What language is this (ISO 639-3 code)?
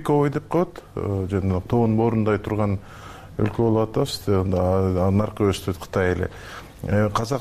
kir